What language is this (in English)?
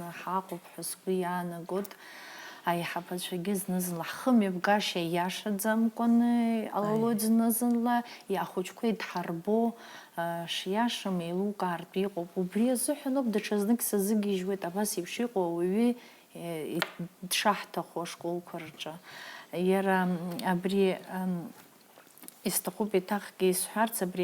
Abkhazian